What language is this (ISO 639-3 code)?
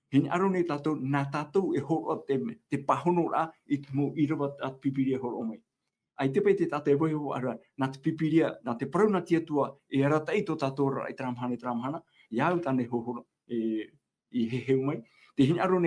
tah